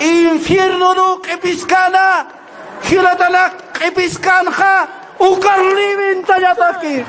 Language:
Aymara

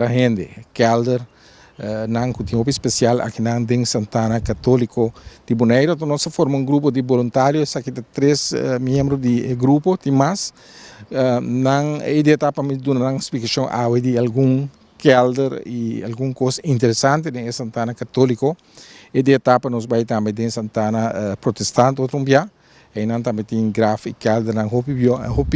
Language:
Papiamento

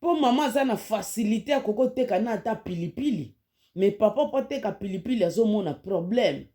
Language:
Lingala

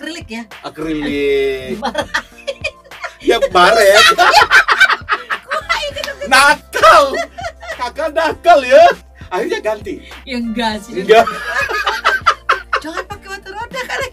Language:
Indonesian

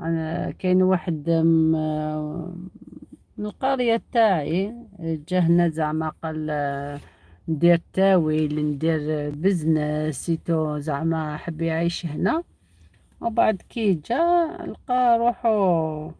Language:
Algerian Arabic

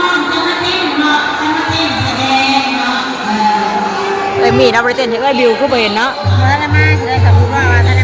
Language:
Northeastern Thai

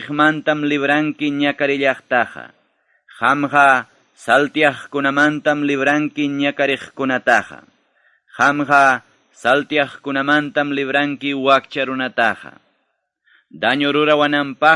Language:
Ayacucho Quechua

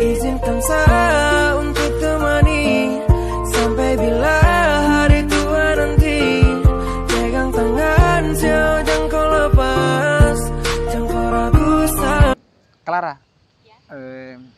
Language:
Ambonese Malay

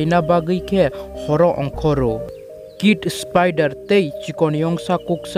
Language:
Kok Borok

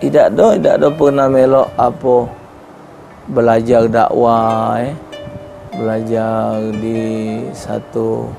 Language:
Musi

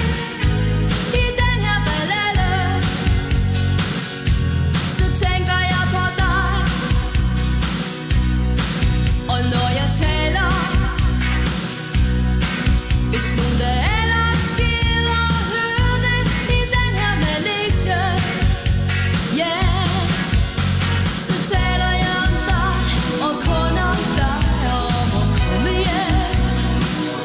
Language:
Danish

